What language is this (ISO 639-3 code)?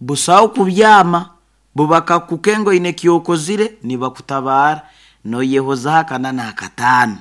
nyo